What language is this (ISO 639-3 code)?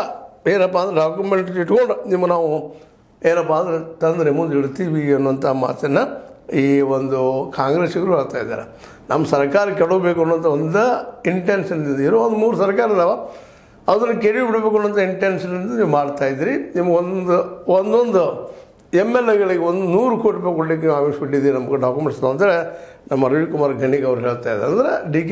kan